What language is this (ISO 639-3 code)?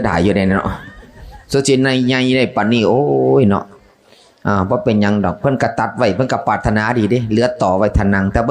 tts